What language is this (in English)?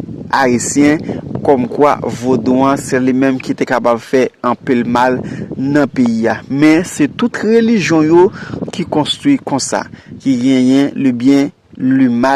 Haitian Creole